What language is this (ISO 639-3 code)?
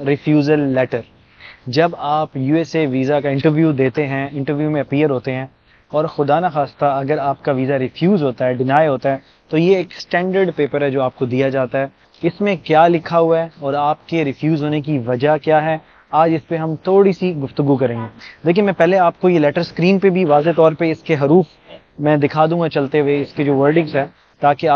urd